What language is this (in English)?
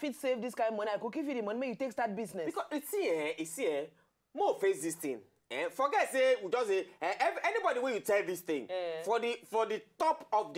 Nigerian Pidgin